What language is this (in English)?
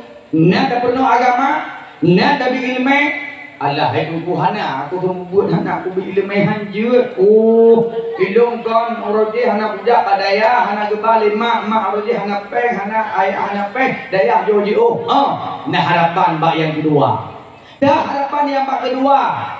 Achinese